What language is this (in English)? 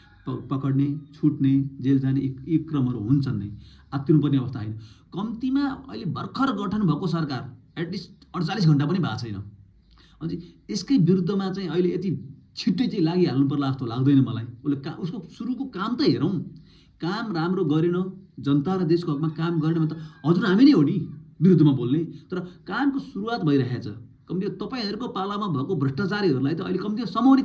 Nepali